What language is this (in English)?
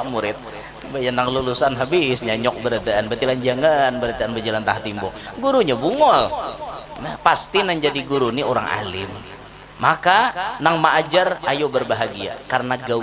Banjar